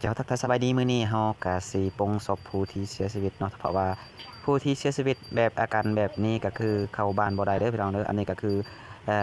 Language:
Lao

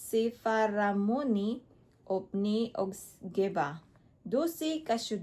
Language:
Cebuano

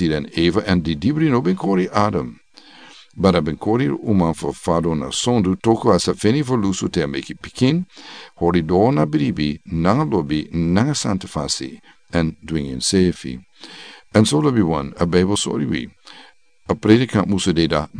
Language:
Sranan Tongo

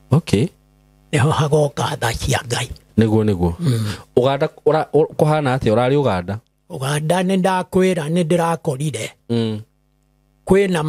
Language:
Kikuyu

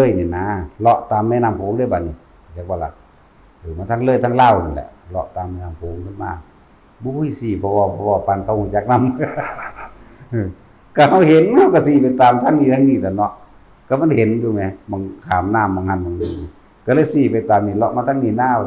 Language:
Northeastern Thai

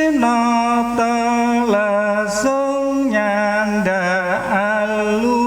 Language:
Javanese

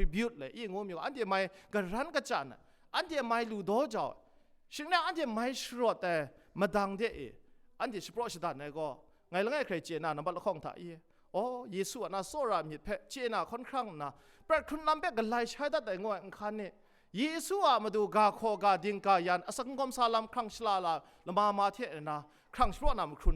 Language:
Kachin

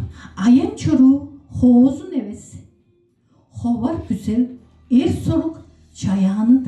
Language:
Tuvinian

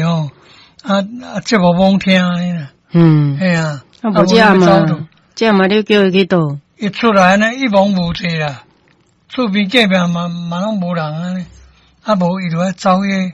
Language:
Min Nan Chinese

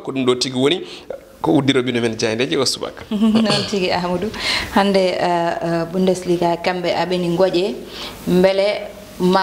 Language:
Fula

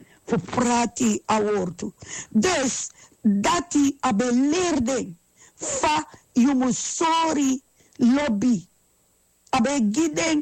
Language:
Sranan Tongo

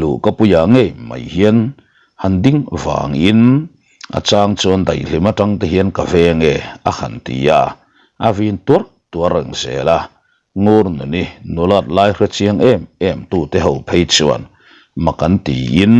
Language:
Mizo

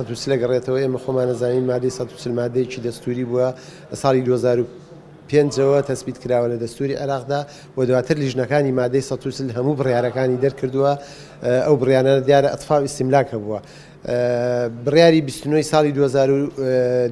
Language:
Central Kurdish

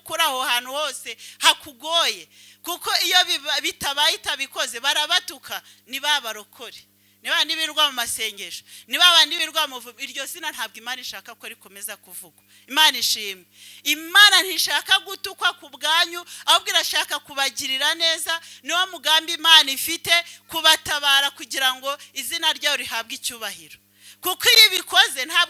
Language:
Kinyarwanda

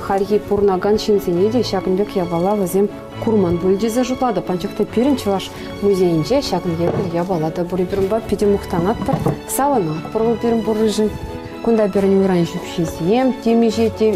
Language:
Chuvash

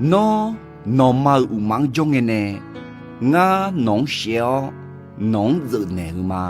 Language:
Akha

